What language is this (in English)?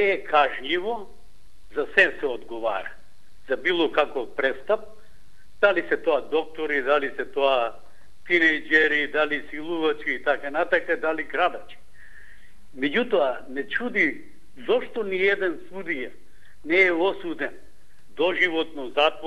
Macedonian